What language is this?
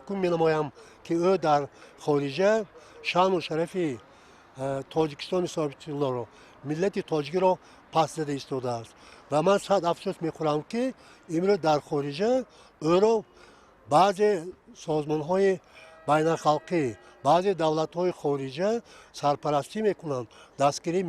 Tajik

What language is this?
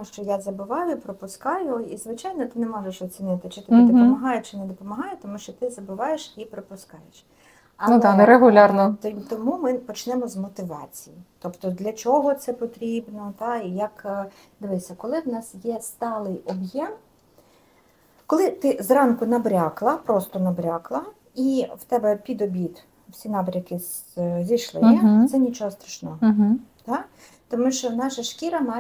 Ukrainian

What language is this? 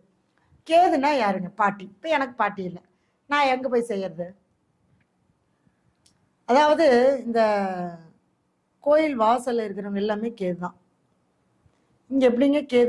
Tamil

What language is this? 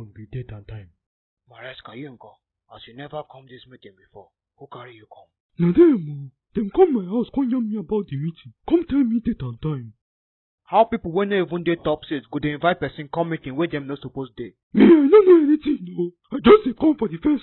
Nigerian Pidgin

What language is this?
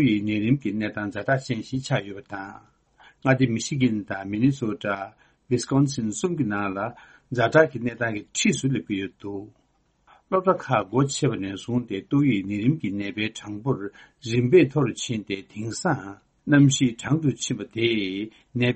Tibetan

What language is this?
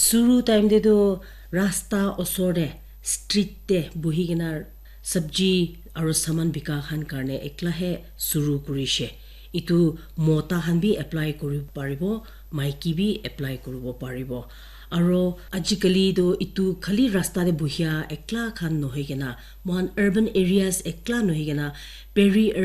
Naga Pidgin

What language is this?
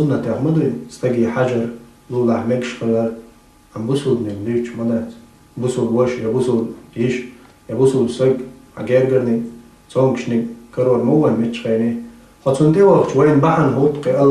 Chechen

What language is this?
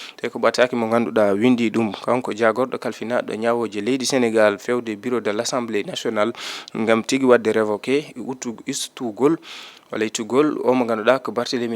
Fula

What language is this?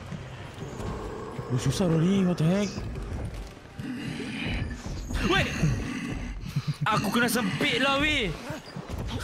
Malay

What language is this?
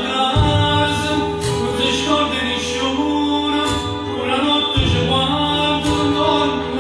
Neapolitan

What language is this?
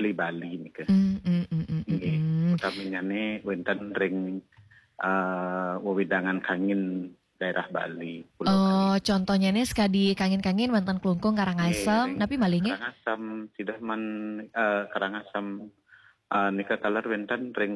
Balinese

